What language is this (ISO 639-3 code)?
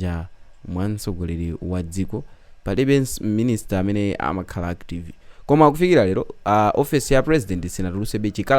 nya